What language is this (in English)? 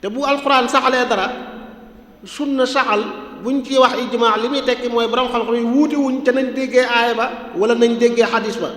Wolof